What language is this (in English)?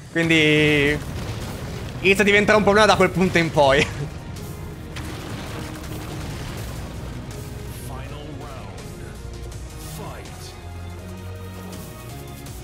Italian